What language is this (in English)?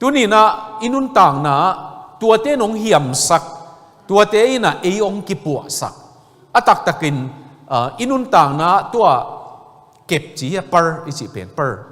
Tedim Chin